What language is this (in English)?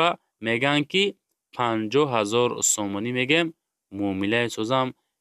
Tajik